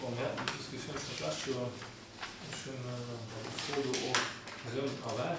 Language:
Luxembourgish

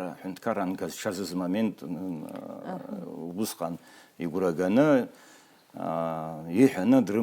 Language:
Abkhazian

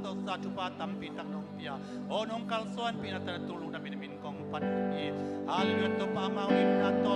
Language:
Tedim Chin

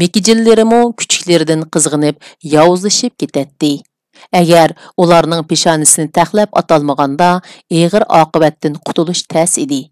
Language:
Uyghur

